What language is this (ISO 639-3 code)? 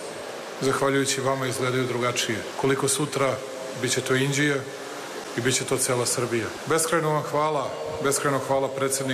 srp